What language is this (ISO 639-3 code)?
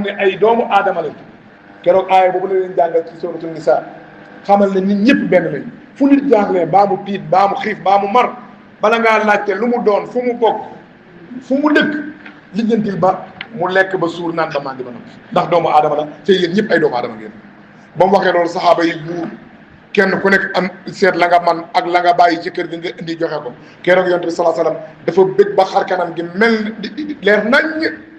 wol